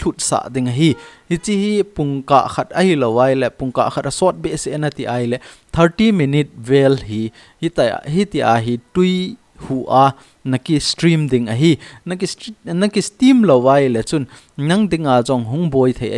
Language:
Thado Chin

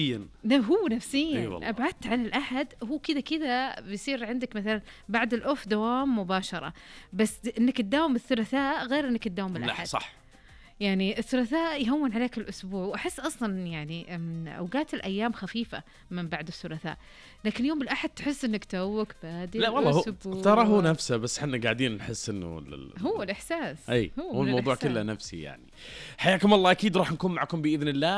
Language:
Najdi Arabic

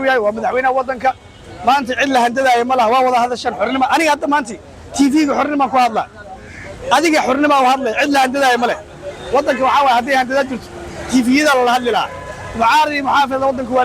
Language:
Somali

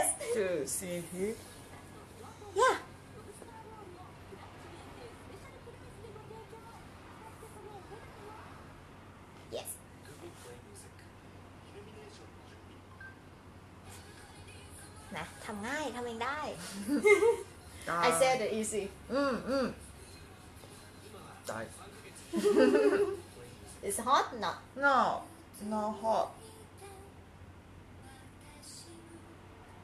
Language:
Thai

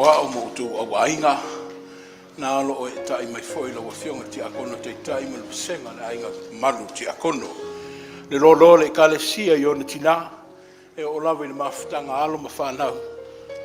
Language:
Samoan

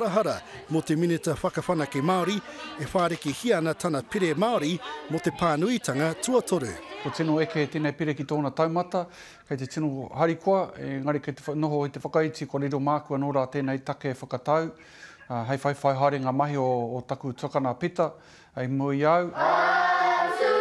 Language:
Māori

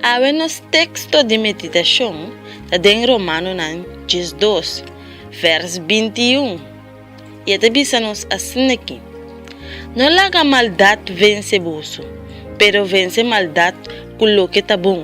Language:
Papiamento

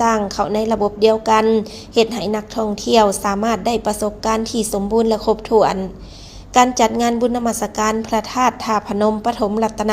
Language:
Lao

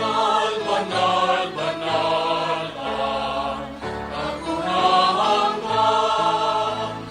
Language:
Bikol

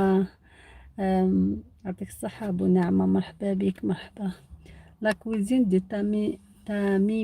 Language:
Algerian Arabic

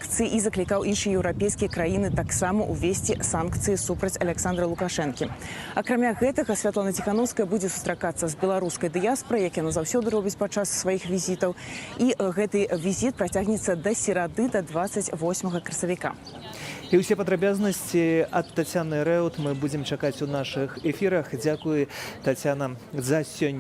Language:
Belarusian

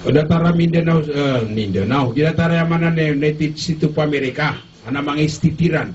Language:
Maranao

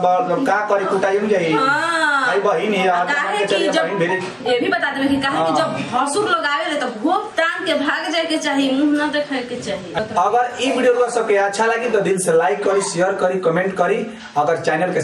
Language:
Bhojpuri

